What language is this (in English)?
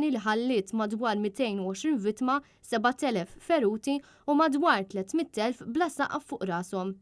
Maltese